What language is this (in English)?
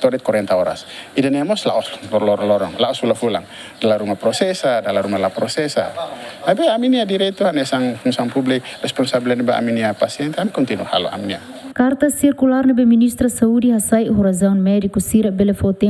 Tetum